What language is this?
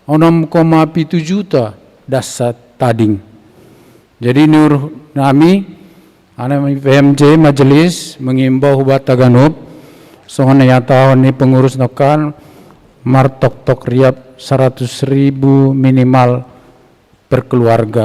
Batak Simalungun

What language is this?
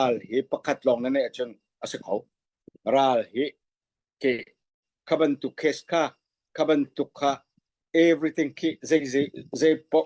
Falam Chin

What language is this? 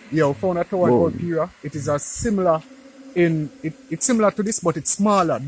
Jamaican Creole English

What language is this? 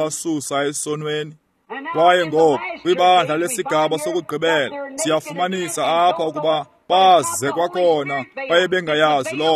Xhosa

